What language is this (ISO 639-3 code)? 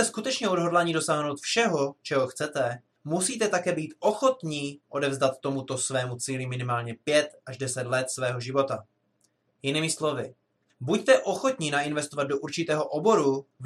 ces